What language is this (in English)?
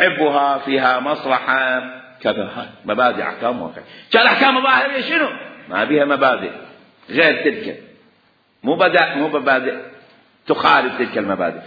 Mesopotamian Arabic